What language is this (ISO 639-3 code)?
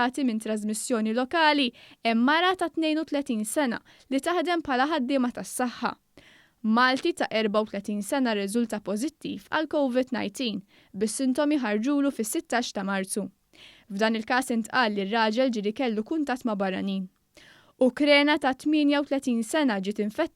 mlt